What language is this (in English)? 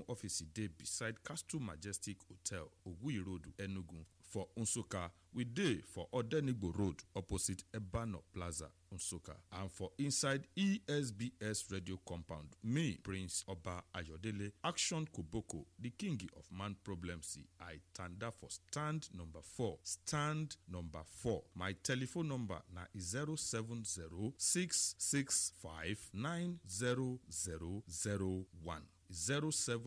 Nigerian Pidgin